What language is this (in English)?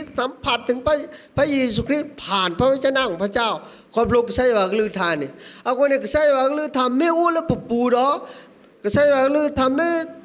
S'gaw Karen